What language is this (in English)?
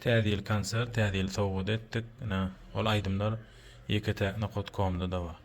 Turkmen